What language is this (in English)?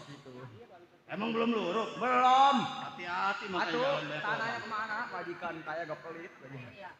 Betawi